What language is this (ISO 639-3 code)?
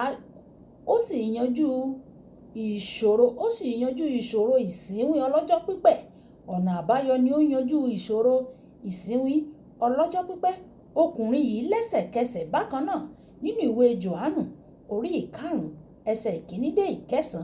yor